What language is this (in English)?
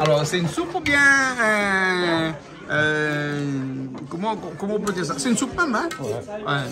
Réunion Creole French